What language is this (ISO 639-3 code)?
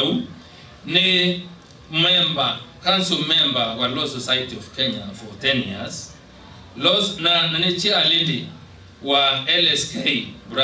mer